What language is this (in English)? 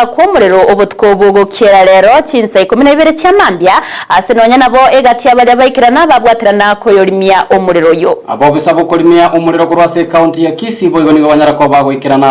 Gusii